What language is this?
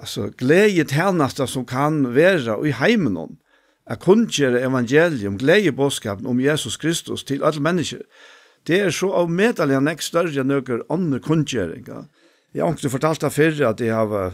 Faroese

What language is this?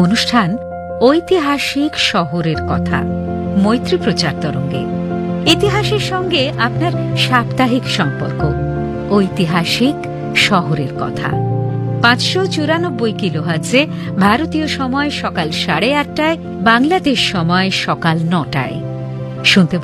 Bangla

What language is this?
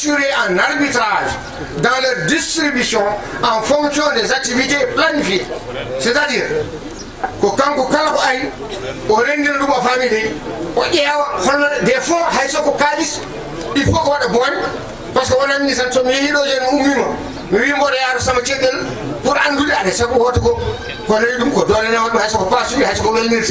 Fula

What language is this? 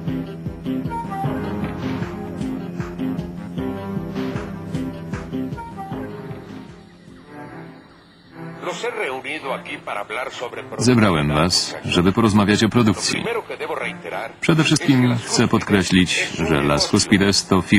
Polish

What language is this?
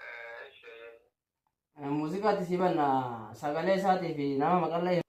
Oromo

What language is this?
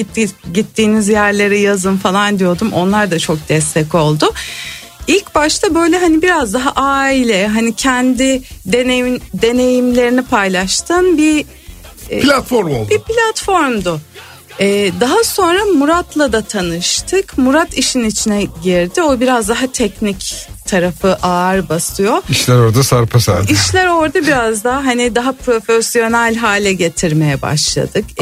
Turkish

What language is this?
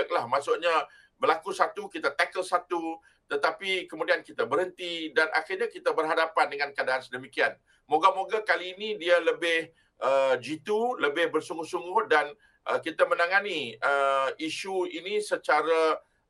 Malay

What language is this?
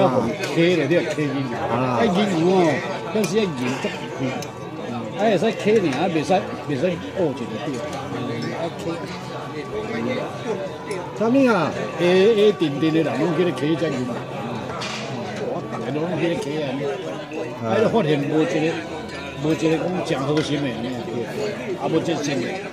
Min Nan Chinese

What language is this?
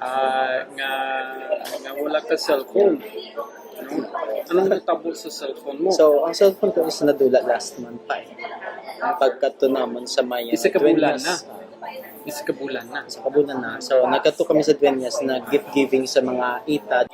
Hiligaynon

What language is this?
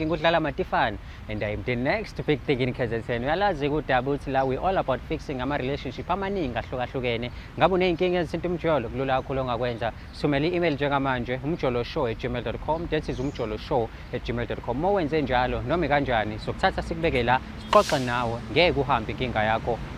Zulu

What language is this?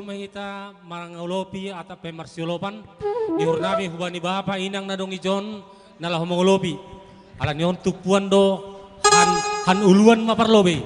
Batak Simalungun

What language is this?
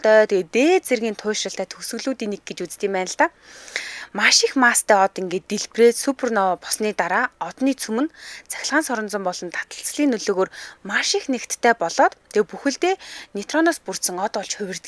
Mongolian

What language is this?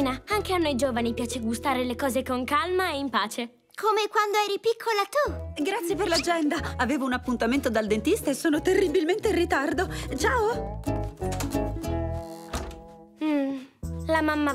Italian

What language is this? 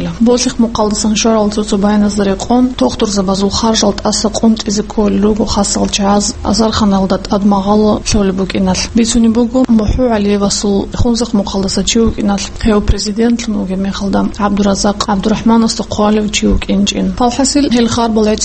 Avaric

